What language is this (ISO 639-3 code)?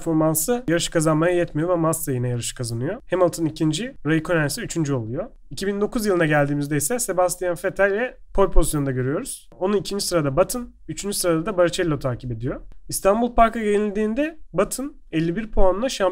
tur